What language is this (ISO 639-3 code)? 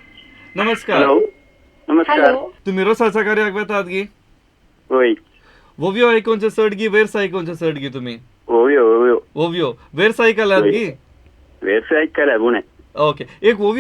kok